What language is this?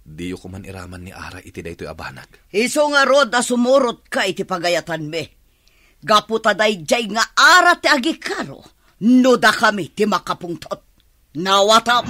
Iloko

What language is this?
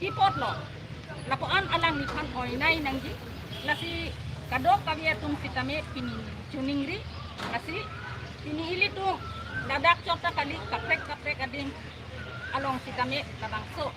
Karbi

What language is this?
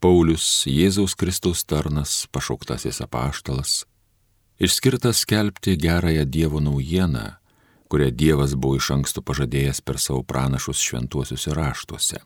Lithuanian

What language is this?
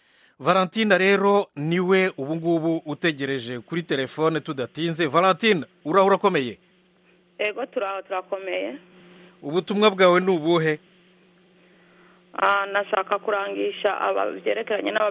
Kinyarwanda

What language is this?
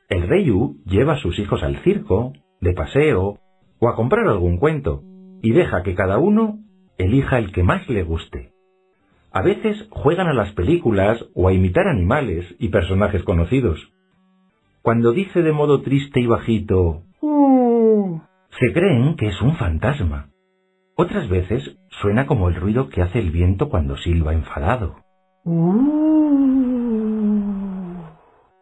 Spanish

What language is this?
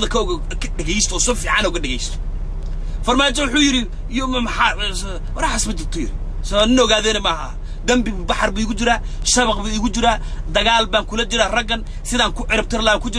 Somali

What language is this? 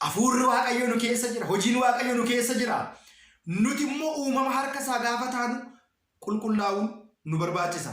Oromo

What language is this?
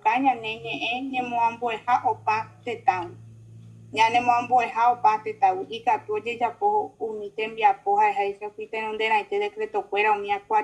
Guarani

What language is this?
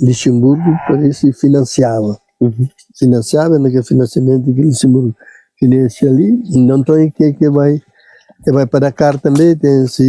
Kabuverdianu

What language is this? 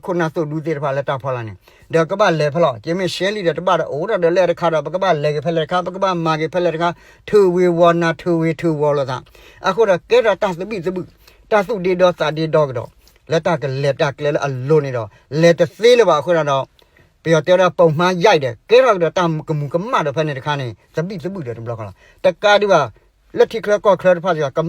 S'gaw Karen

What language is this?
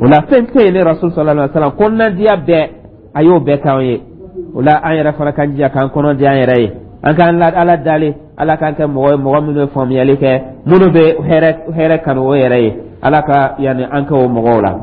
Dyula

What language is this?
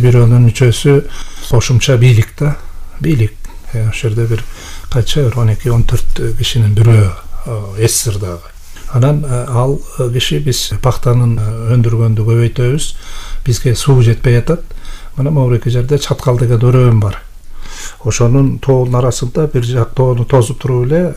Kyrgyz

